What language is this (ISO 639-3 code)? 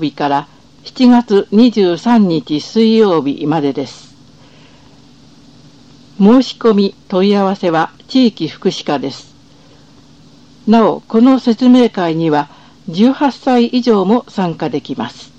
jpn